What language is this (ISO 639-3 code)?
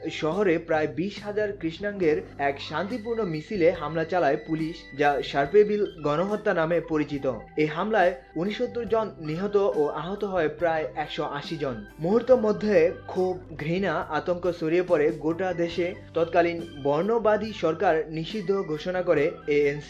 ben